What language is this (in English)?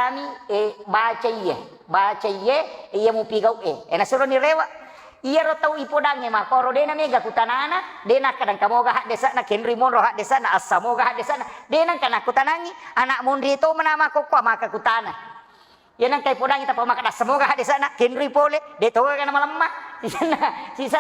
Buginese